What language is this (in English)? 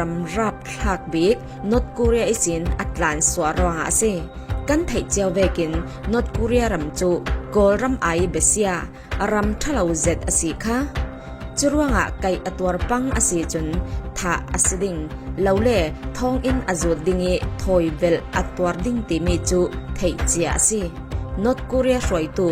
Falam Chin